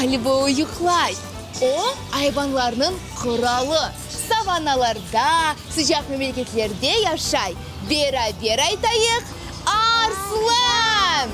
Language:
Crimean Tatar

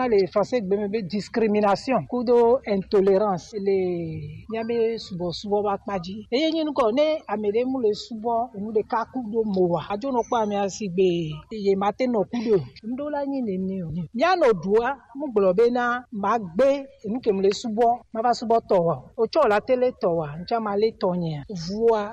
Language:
Gen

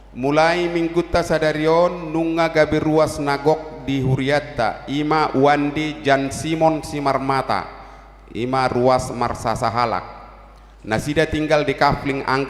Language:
Batak Toba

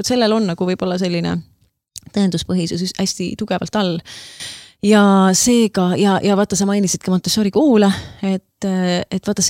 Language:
Estonian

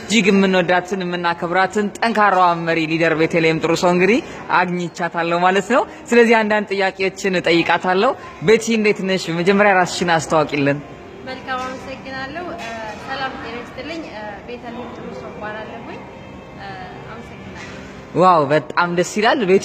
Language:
Amharic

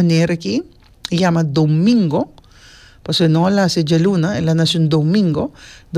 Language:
Papiamento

